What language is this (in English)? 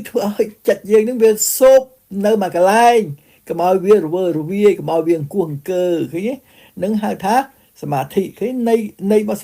Khmer